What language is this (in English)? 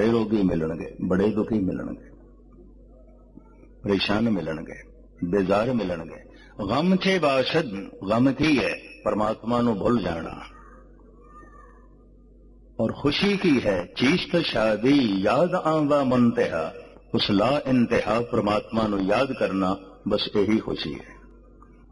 Punjabi